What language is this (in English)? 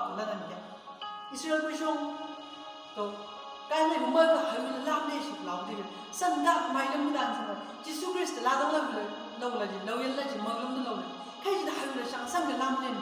Chang Naga